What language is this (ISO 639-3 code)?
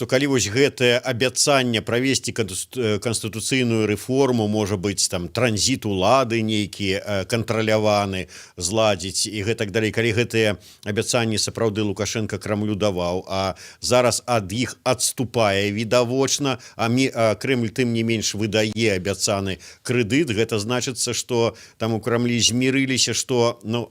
bel